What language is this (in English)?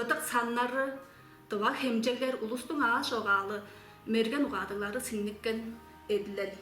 Tuvinian